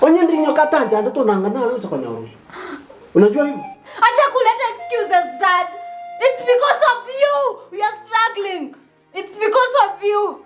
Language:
Gusii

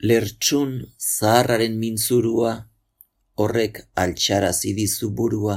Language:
Basque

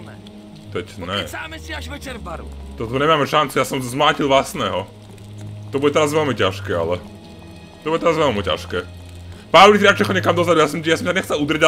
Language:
Slovak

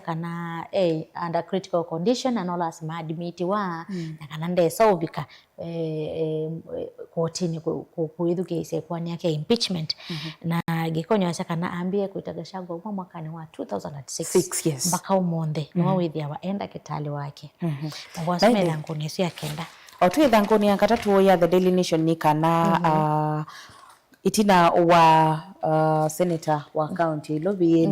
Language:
Kamba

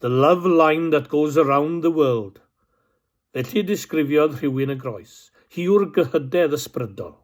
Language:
Welsh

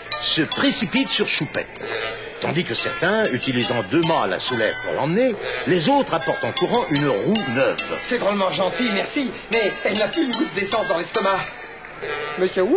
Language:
French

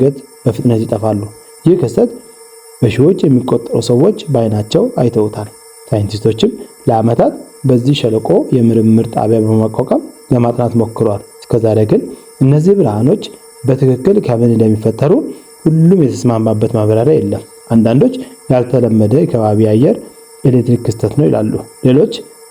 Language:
Amharic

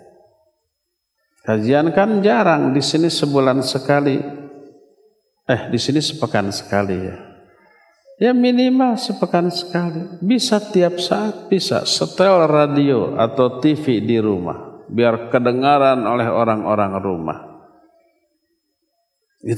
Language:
Indonesian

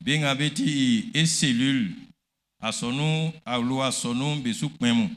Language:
Baoulé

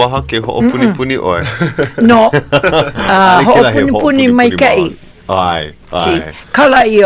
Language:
Hawaiian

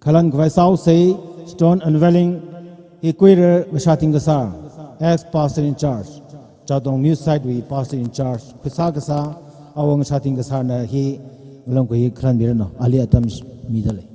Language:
Tangkhul Naga (India)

